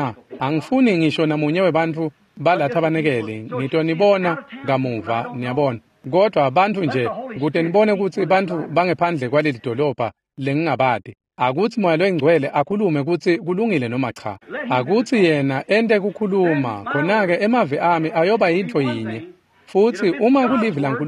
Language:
Swati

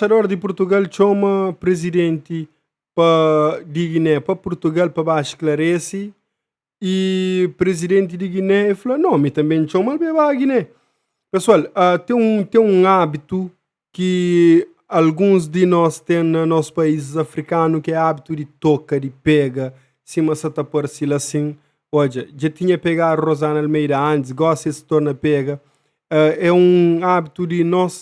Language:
Kabuverdianu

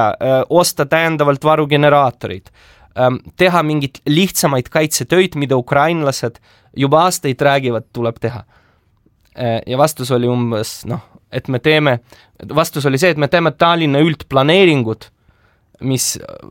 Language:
Estonian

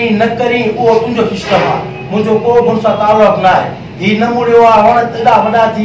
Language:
Sindhi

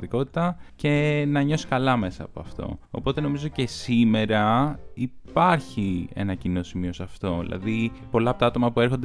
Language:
Greek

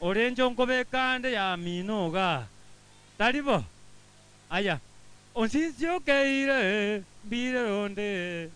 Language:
Gusii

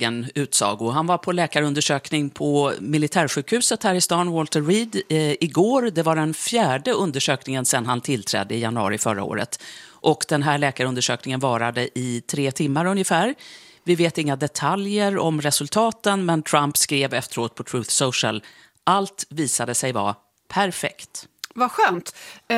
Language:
Swedish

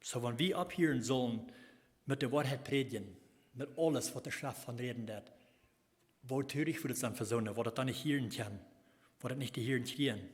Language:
Plautdietsch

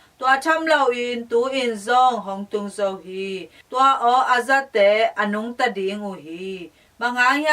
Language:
Tedim Chin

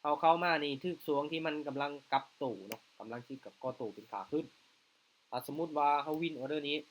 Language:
Lao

